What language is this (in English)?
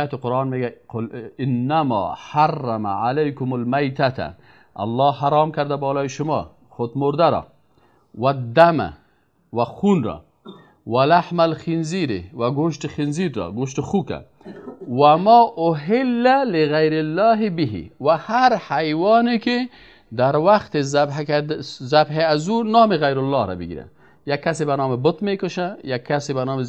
Persian